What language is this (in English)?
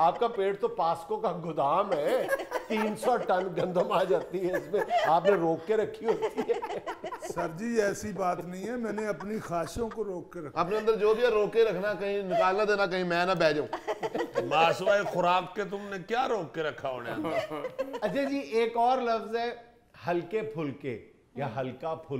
Urdu